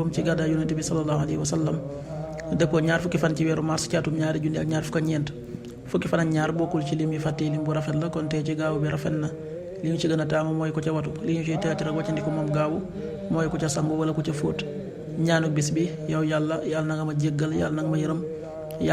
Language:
Wolof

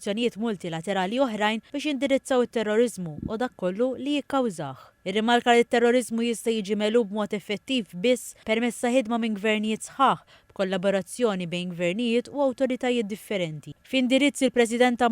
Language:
Maltese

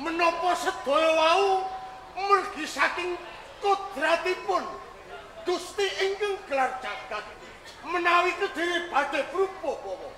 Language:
Javanese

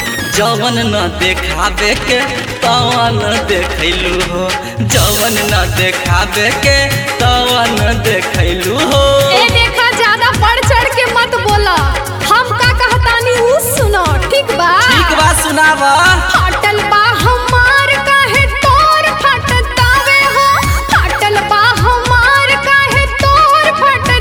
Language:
Bhojpuri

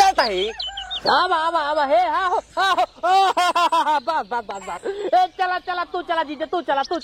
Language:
Awadhi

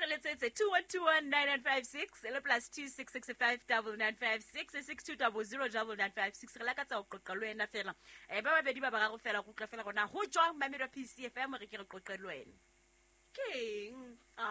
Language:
Southern Sotho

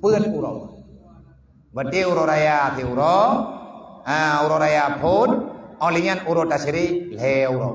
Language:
Achinese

